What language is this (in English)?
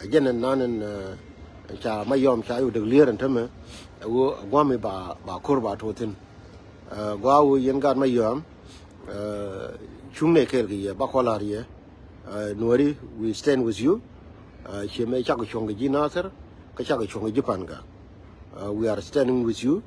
Nuer